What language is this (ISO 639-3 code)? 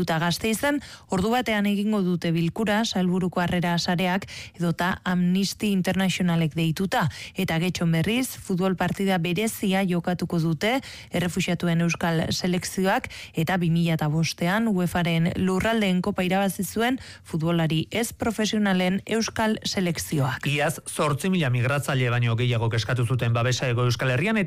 eus